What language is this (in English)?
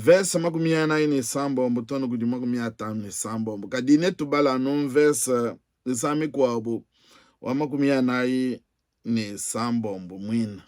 Luba-Lulua